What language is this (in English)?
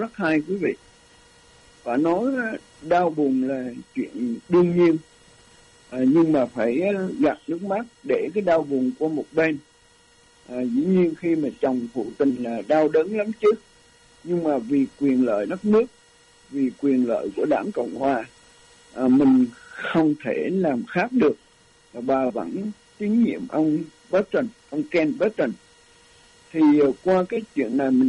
Vietnamese